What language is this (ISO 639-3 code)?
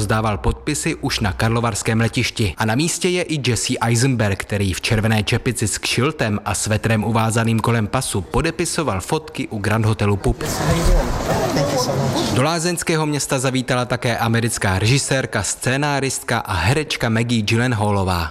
ces